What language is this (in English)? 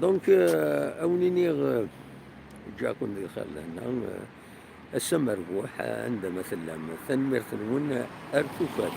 Kabyle